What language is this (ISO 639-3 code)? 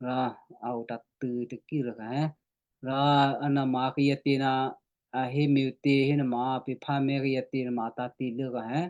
kyu